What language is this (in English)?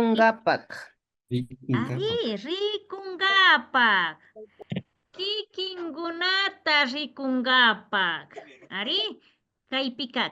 Imbabura Highland Quichua